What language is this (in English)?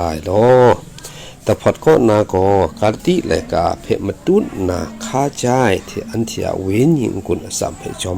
Kachin